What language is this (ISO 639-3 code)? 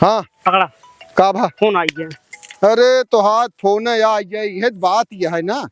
awa